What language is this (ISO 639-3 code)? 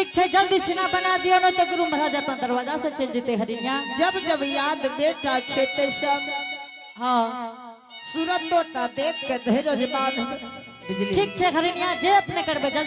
anp